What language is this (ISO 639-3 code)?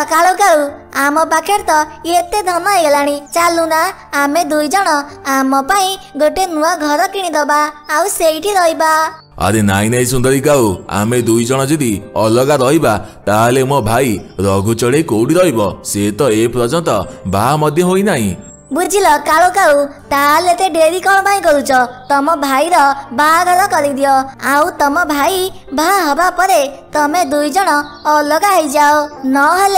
ori